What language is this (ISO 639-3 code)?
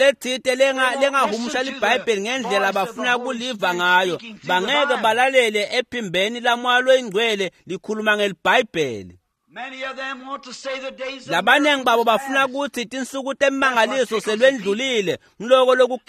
ssw